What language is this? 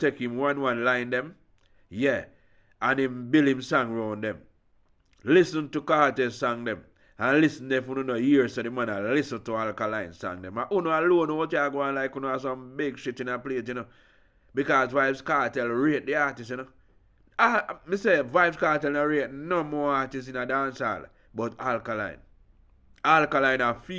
Jamaican Creole English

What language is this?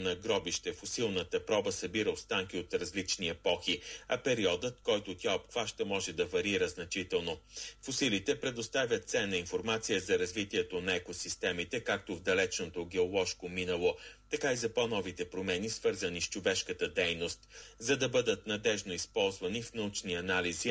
Bulgarian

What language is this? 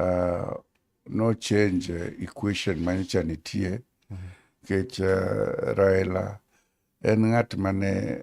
Luo (Kenya and Tanzania)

